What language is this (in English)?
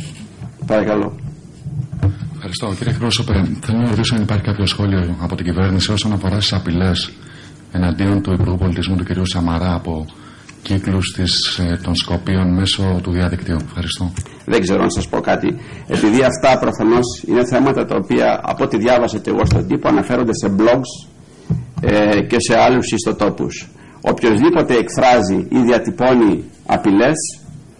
Greek